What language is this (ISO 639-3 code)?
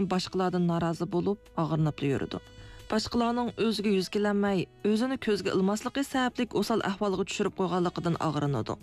uig